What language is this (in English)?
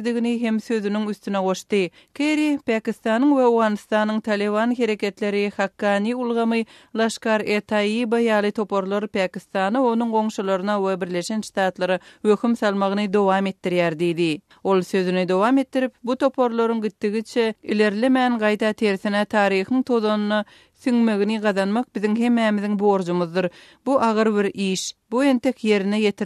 Turkmen